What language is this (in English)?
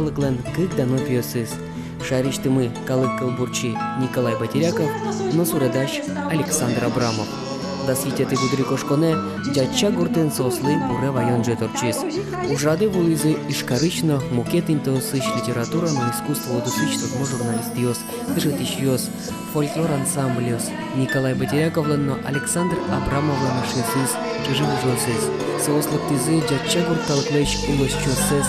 Udmurt